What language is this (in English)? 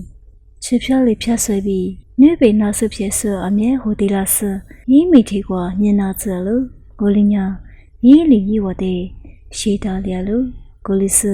Lisu